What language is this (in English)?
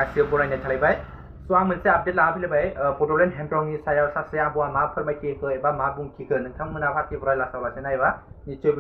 Bodo